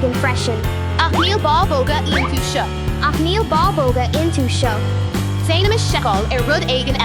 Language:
Irish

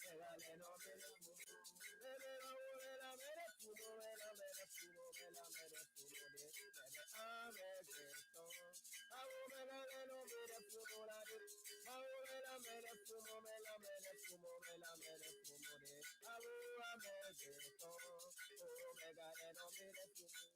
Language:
Ewe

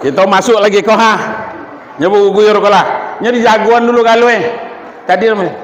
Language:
Minangkabau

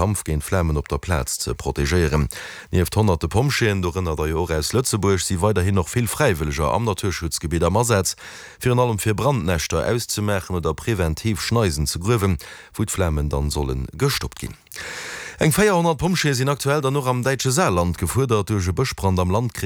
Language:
Luxembourgish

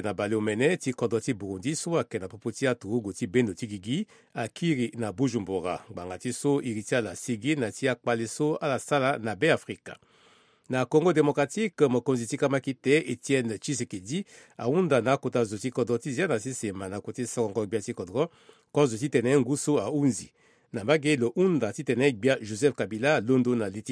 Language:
Sango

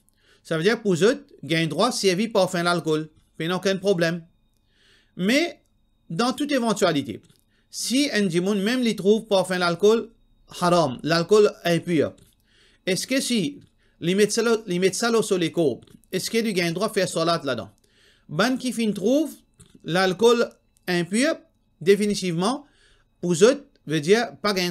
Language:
Morisyen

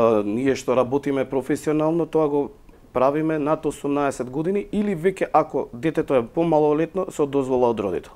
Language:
Macedonian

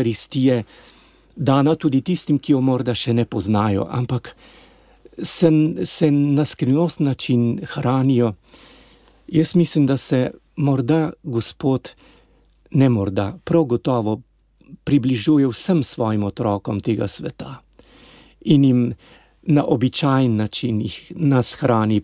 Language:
Slovenian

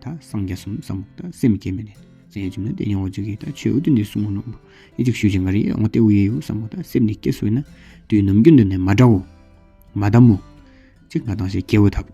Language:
Tawang Monpa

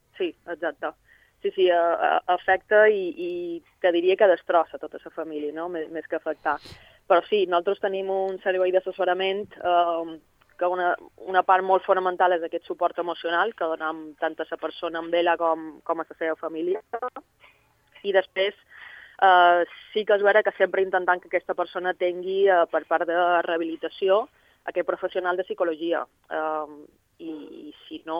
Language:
Catalan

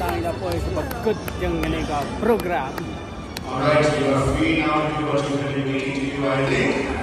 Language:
Khasi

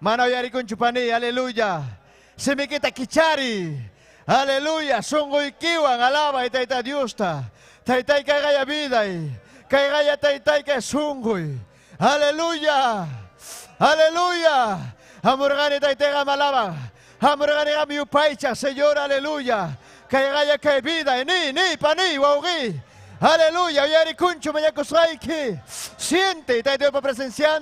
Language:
Ayacucho Quechua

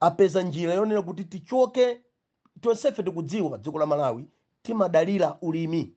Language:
Nyanja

